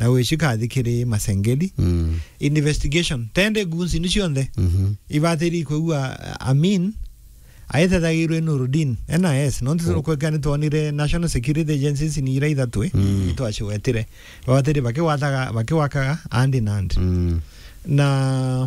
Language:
Meru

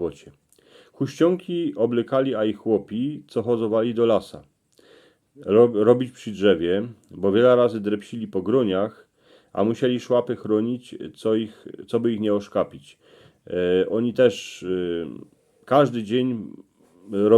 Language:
Silesian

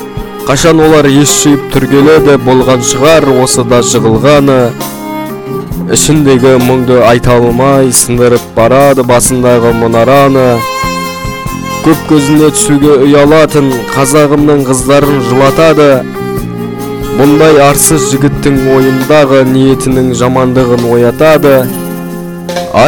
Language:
Kazakh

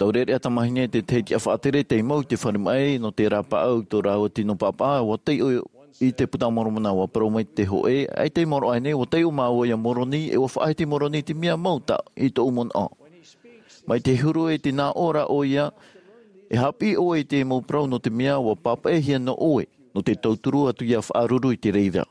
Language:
Tahitian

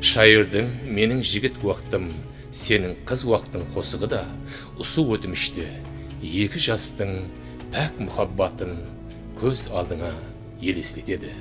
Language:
Kara-Kalpak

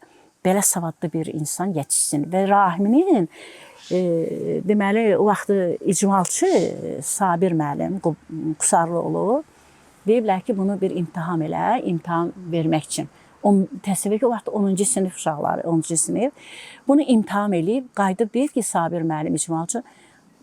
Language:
Azerbaijani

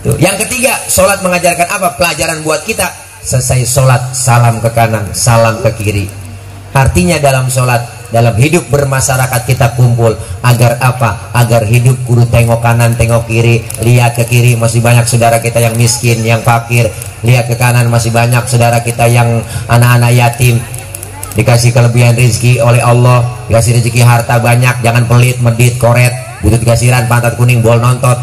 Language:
Betawi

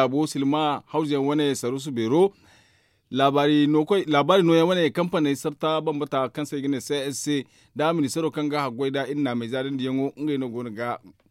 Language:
Zarma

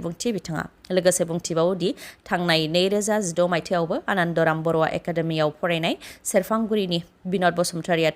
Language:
Bodo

